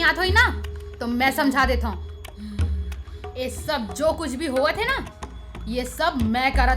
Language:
Chhattisgarhi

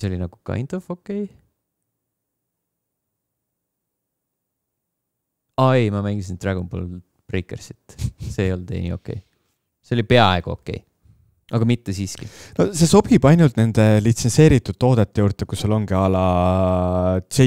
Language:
Estonian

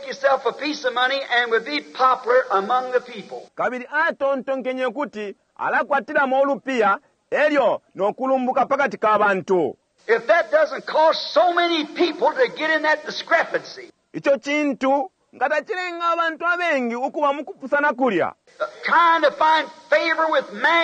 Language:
Bemba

